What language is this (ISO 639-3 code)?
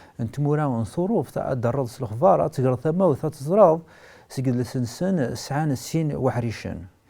kab